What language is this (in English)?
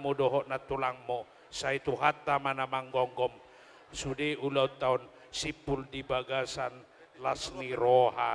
Batak Toba